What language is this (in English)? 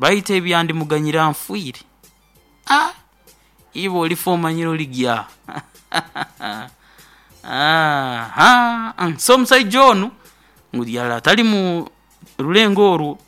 Nyoro